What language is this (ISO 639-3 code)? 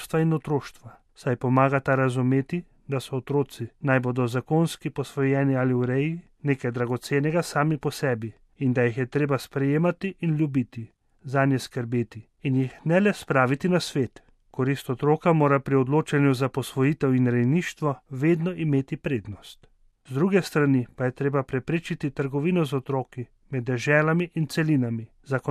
slv